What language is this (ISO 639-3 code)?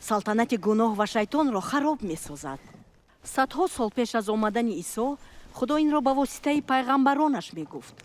tgk